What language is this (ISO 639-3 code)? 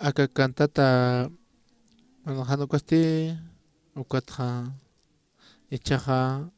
aym